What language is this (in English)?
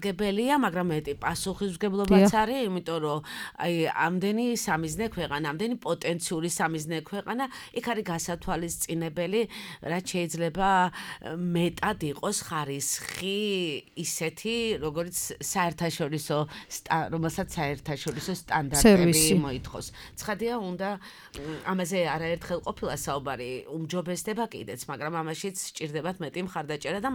Georgian